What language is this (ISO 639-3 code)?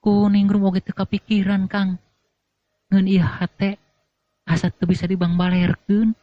sun